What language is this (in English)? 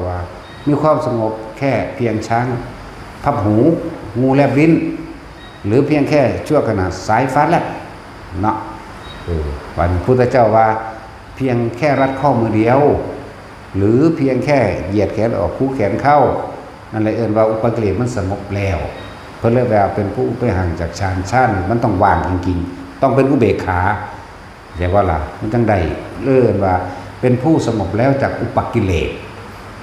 Northeastern Thai